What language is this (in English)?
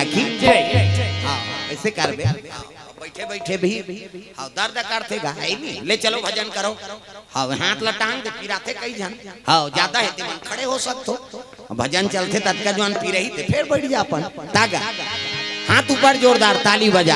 Chhattisgarhi